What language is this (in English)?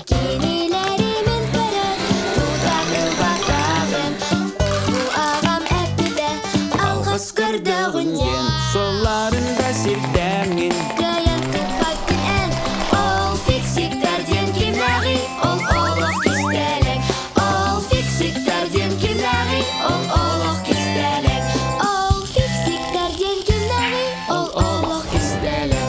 Yakut